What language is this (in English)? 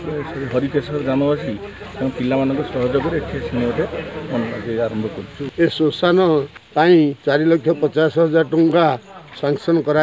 Odia